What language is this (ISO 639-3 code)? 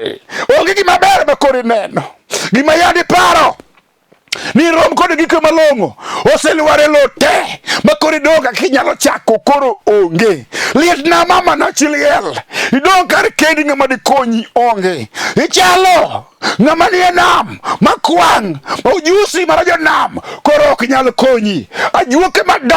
luo